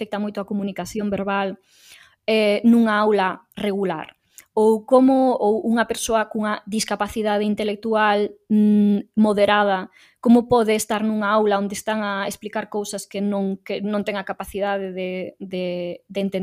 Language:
Galician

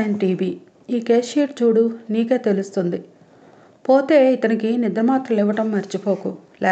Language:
Telugu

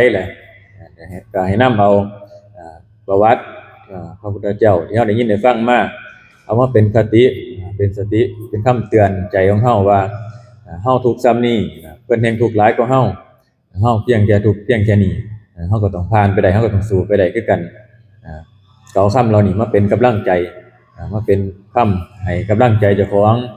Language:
Northeastern Thai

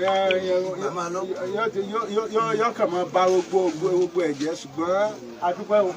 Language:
Yoruba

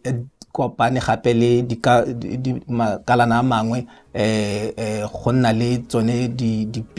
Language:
Tswana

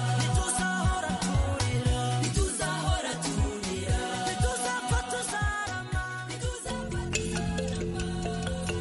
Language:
Kinyarwanda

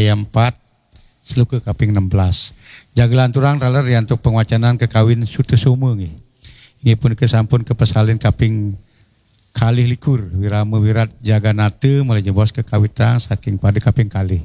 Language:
Balinese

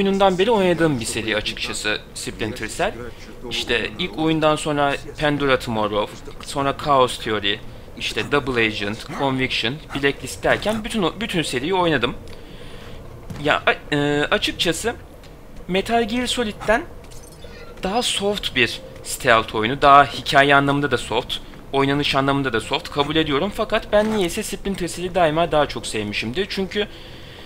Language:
Turkish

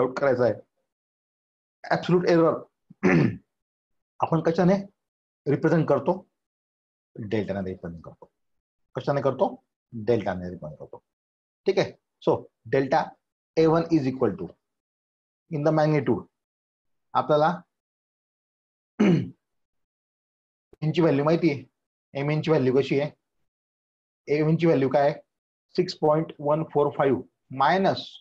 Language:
Marathi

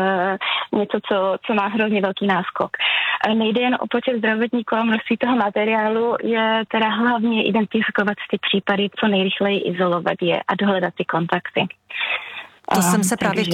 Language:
Czech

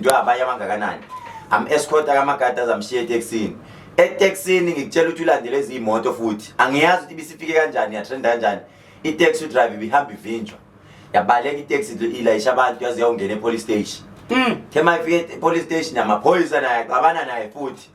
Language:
Zulu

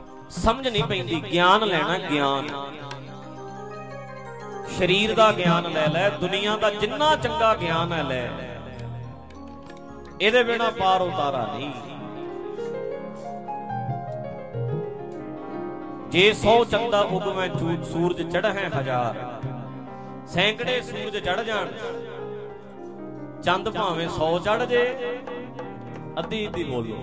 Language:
Punjabi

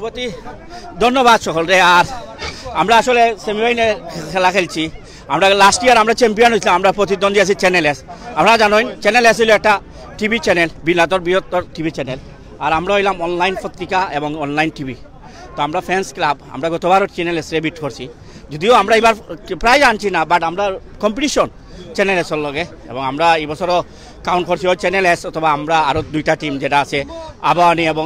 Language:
Sylheti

